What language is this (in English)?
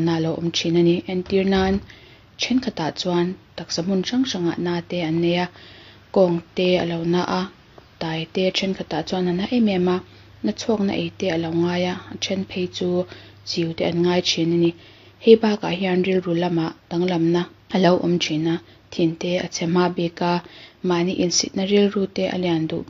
Mizo